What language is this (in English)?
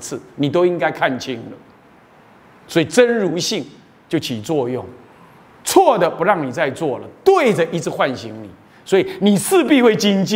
Chinese